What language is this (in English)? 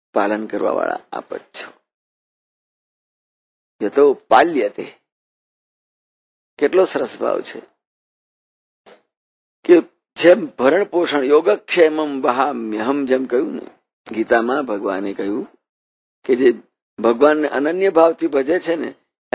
Gujarati